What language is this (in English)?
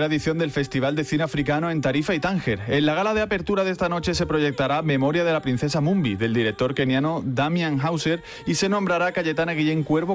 Spanish